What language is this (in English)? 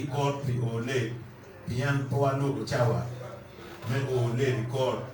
Acoli